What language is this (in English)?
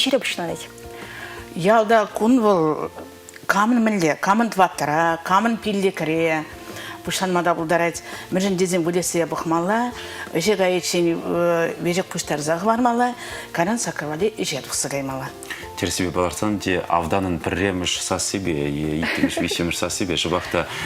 Chuvash